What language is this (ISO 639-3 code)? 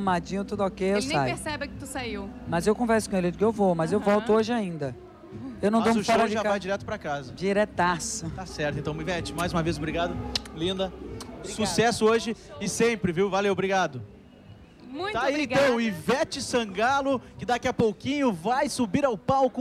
por